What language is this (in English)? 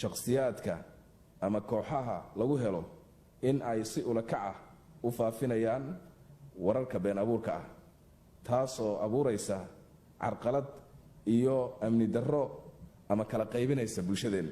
Somali